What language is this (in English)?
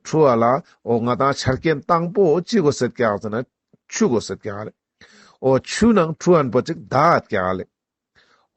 Ladakhi